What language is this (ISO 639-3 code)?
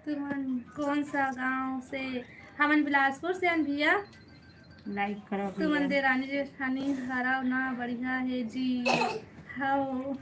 hne